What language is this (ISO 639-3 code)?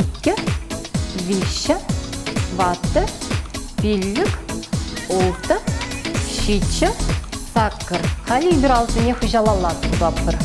chv